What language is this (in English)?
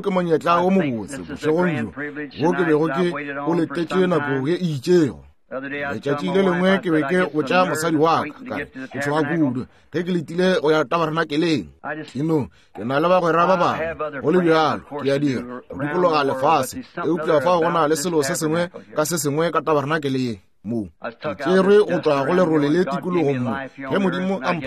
Northern Sotho